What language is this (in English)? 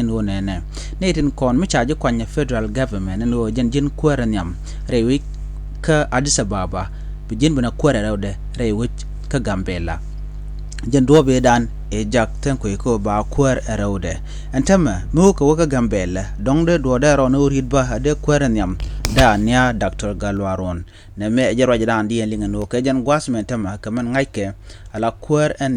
Nuer